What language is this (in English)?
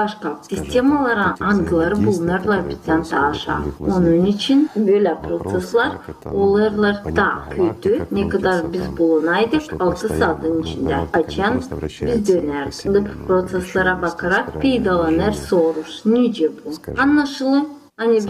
Gagauz